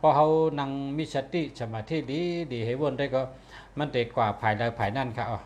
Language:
Shan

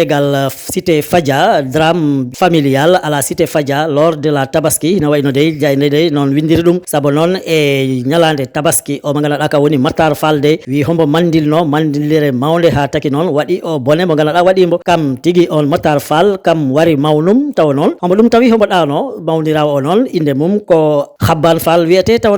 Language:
Fula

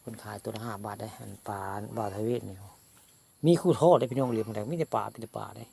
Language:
Northeastern Thai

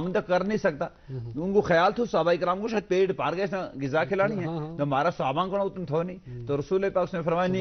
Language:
Gujari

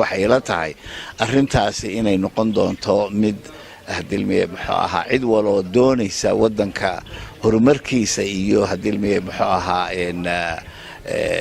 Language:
Somali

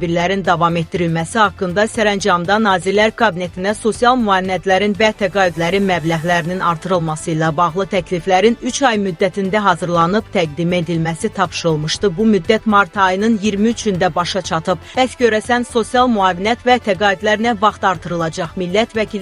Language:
Azerbaijani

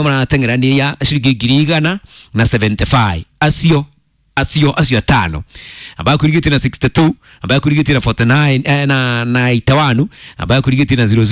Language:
Kikuyu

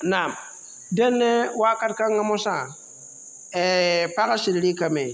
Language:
Mossi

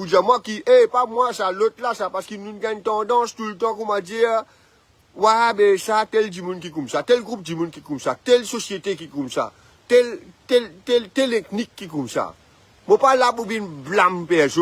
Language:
Morisyen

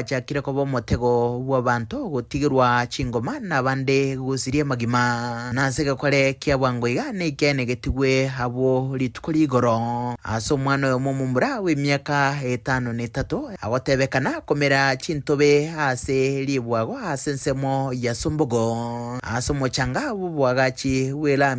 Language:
Gusii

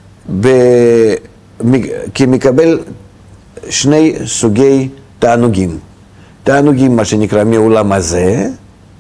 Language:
Hebrew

